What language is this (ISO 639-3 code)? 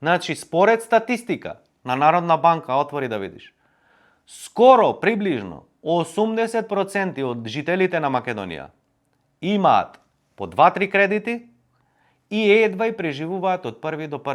mkd